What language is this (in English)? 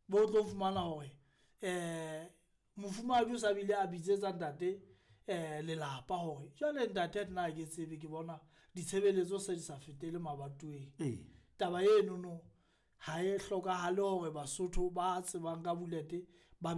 Southern Sotho